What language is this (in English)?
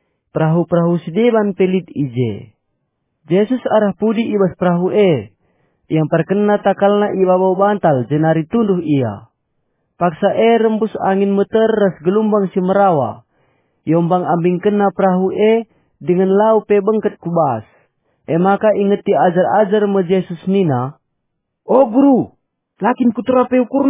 Batak Karo